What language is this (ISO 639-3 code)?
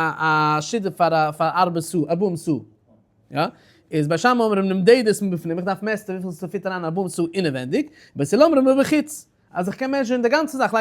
yid